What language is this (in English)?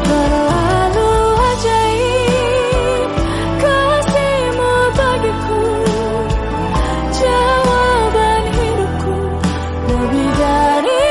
Indonesian